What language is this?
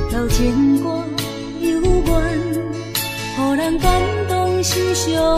Min Nan Chinese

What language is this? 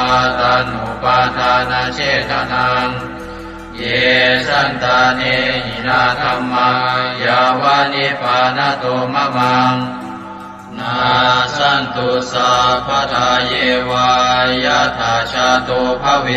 Pali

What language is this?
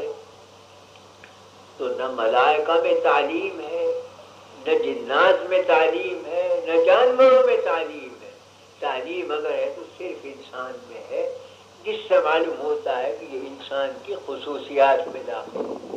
Urdu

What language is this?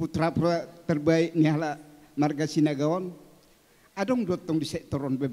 Batak Toba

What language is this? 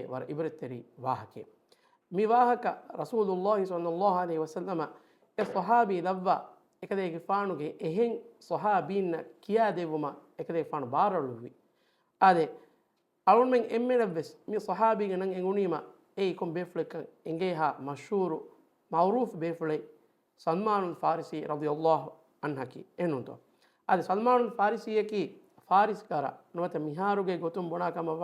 Divehi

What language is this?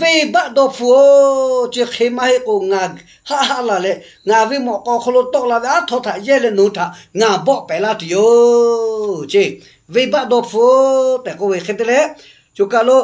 Lahu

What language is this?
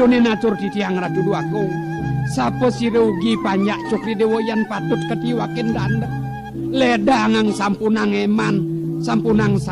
Balinese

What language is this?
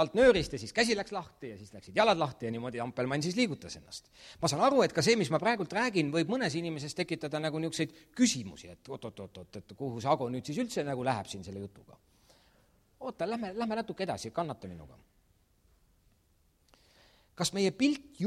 Estonian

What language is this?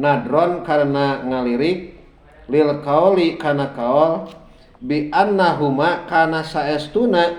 Sundanese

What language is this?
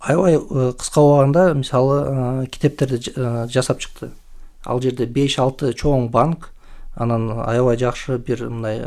Kyrgyz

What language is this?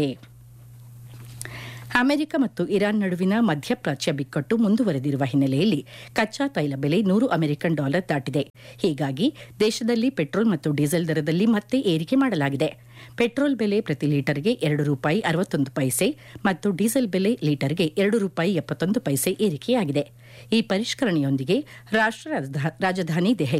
Kannada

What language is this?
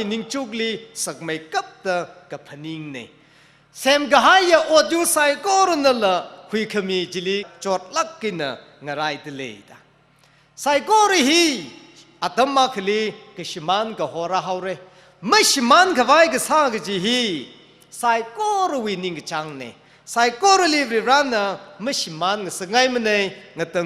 Tangkhul Naga (India)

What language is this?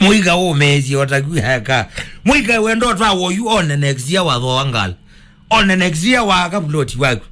Kamba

